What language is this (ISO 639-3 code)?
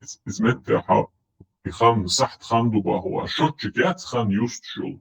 che